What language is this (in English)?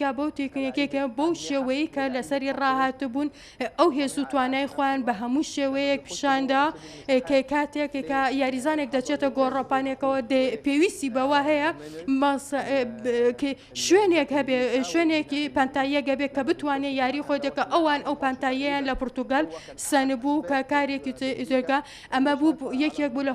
Central Kurdish